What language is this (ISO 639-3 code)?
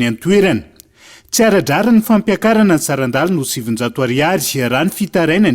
mlg